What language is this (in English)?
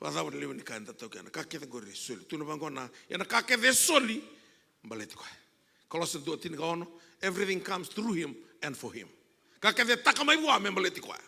Fijian